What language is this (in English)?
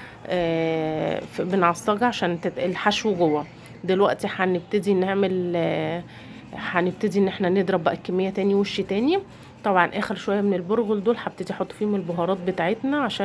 Egyptian Arabic